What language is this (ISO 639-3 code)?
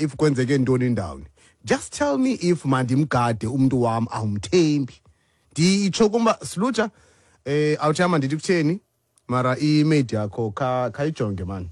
xho